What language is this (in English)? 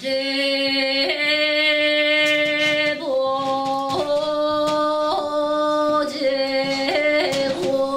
Yakut